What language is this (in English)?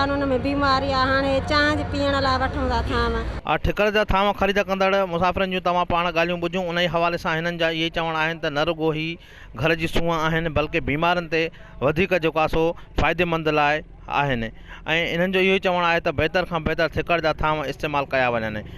Sindhi